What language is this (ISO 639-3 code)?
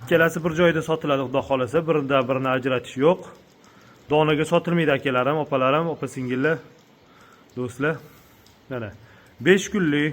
uzb